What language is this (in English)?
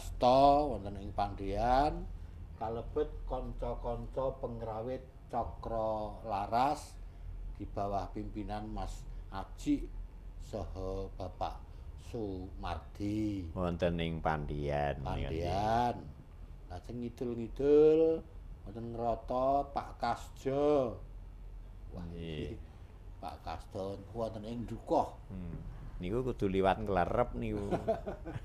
Javanese